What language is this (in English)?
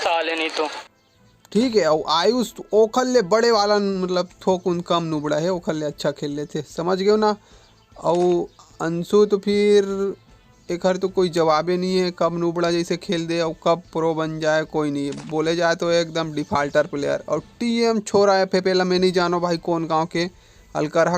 Chhattisgarhi